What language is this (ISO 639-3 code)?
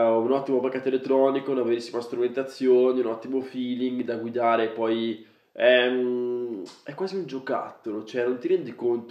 ita